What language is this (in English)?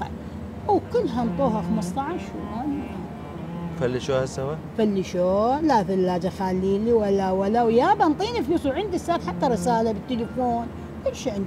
Mesopotamian Arabic